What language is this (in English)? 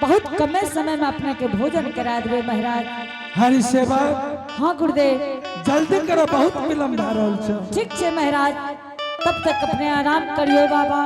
Angika